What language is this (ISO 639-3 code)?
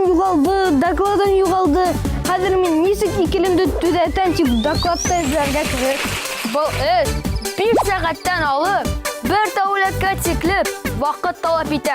bak